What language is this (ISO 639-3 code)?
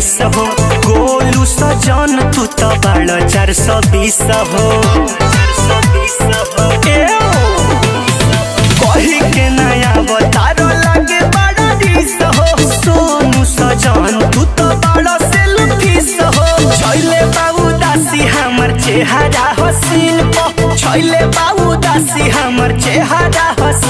bho